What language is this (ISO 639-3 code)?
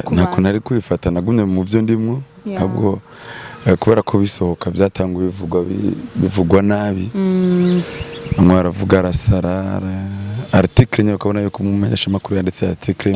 run